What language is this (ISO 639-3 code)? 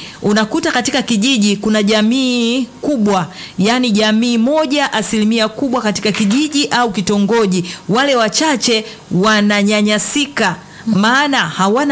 swa